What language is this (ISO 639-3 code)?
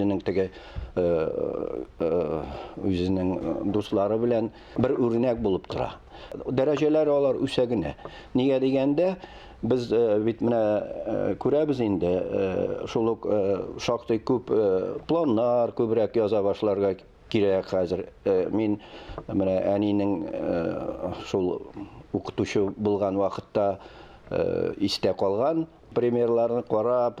tat